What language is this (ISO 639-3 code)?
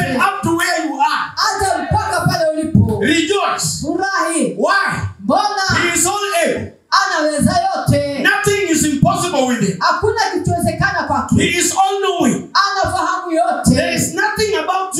swa